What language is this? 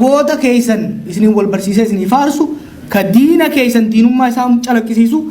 Oromo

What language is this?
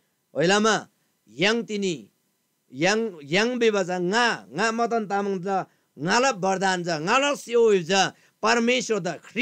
Eastern Tamang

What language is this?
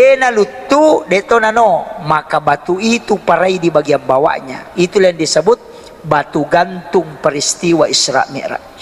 Buginese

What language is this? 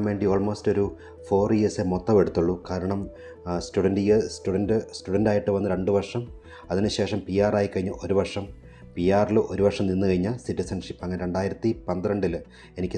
Malayalam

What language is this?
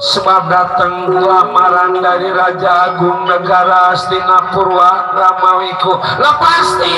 Betawi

